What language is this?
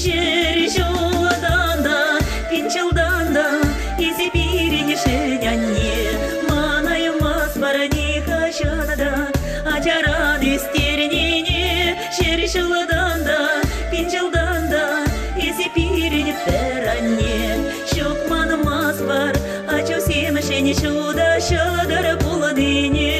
Chuvash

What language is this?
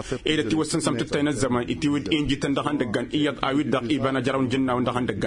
Tamasheq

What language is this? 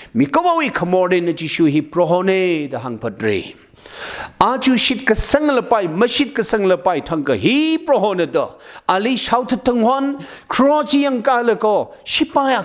Tangkhul Naga (India)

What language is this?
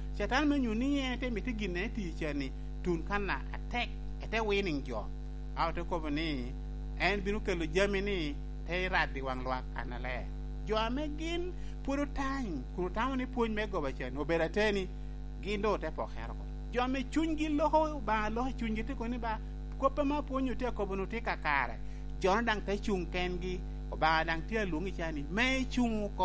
Lango (Uganda)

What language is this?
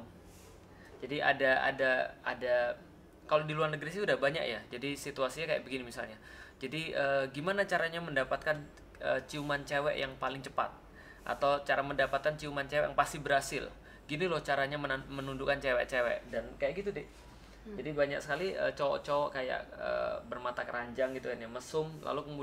Indonesian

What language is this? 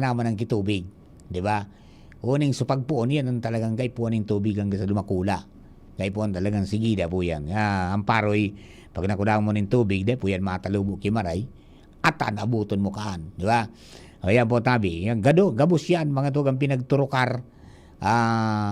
Bikol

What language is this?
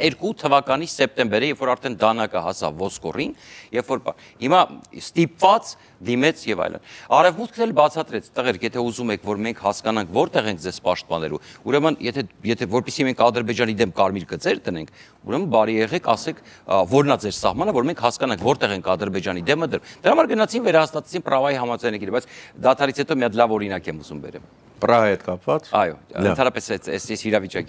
Armenian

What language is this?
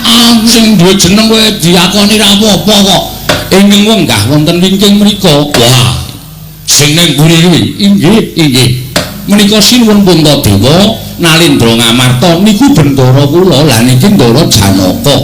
Javanese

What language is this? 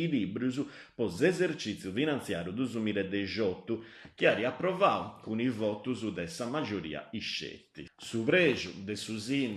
Sardinian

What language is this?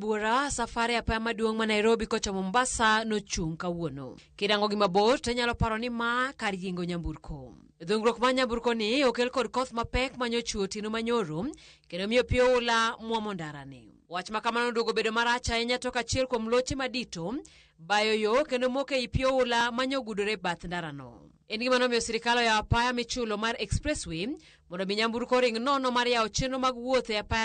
Luo (Kenya and Tanzania)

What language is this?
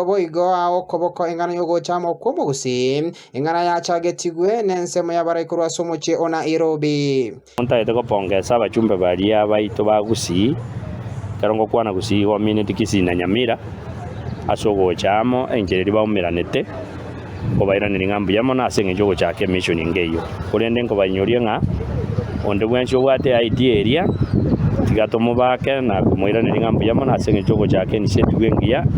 Gusii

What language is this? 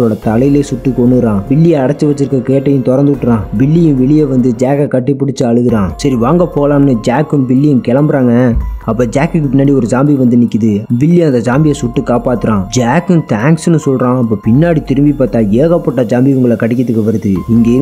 Tamil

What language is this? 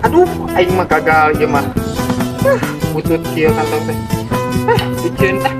Sundanese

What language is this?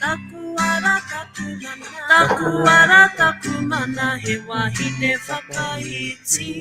Māori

